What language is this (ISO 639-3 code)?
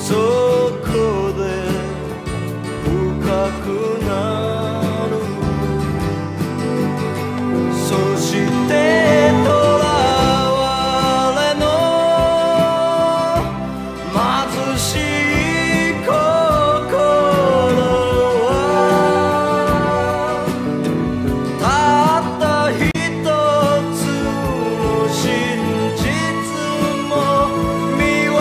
jpn